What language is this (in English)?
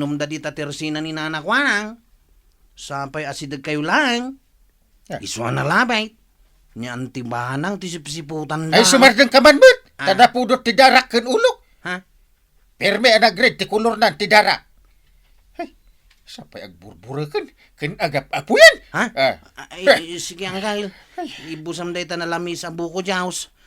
Iloko